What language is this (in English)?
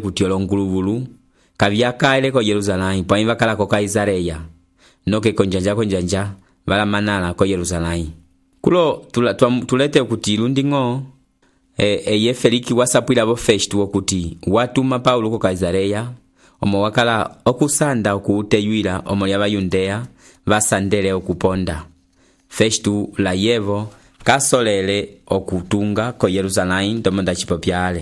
Umbundu